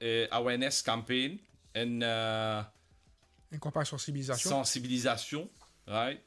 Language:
Morisyen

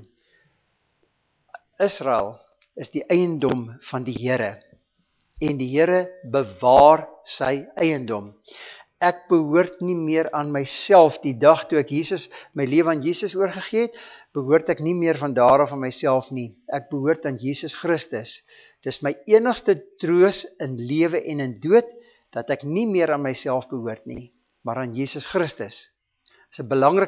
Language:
Afrikaans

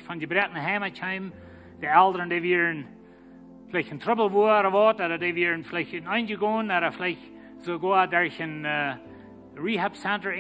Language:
Plautdietsch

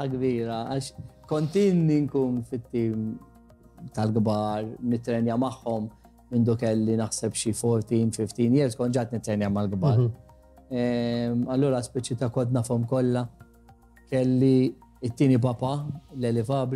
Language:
Maltese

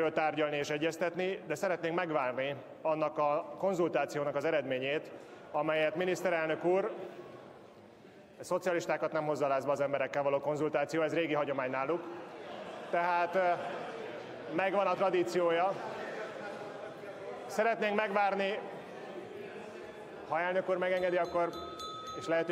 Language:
Hungarian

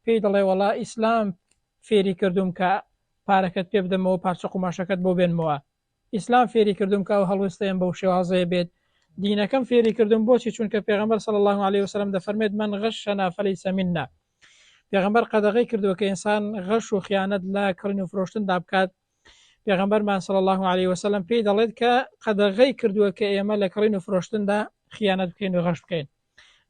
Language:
Central Kurdish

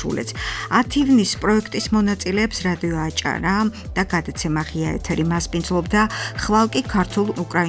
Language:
Georgian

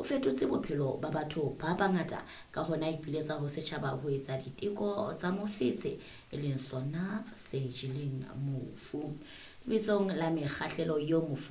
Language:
Southern Sotho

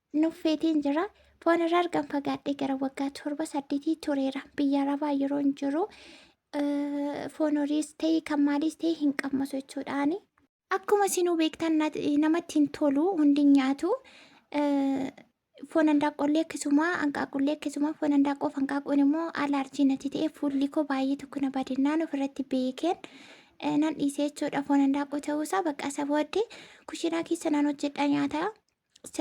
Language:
Oromo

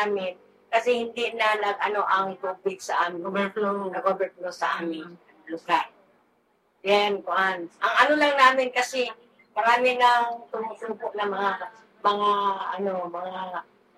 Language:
Filipino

